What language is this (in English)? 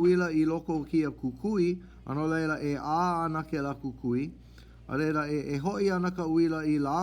Hawaiian